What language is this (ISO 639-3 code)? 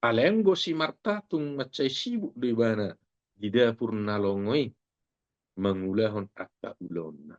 bbc